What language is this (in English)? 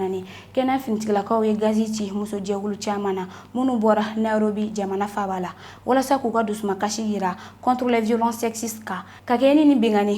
Bambara